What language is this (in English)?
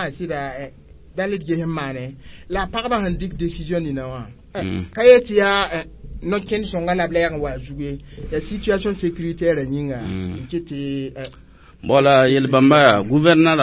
Mossi